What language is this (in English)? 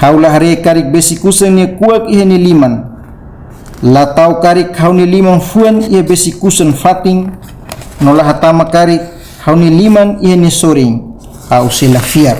Tetum